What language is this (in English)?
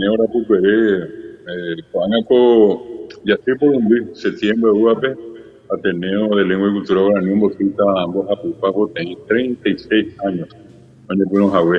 Guarani